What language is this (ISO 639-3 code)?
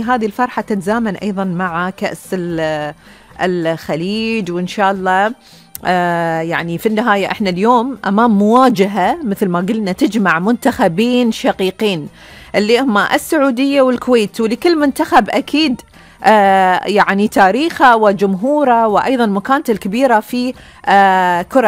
afb